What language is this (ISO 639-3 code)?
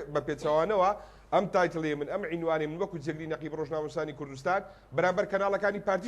ckb